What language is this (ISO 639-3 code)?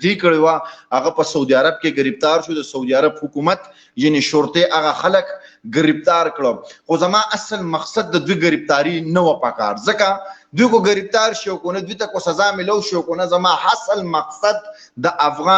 pus